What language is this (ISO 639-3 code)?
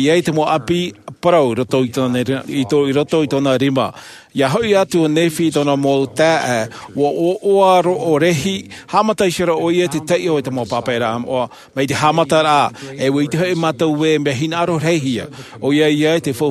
tah